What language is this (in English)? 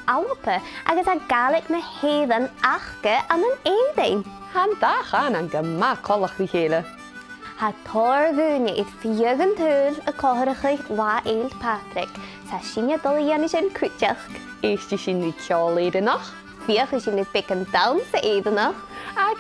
Scottish Gaelic